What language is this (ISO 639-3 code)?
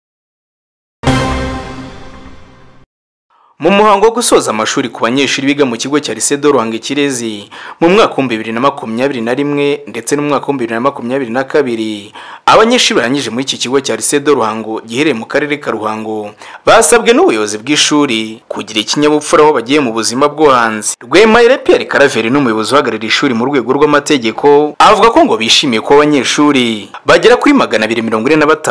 kin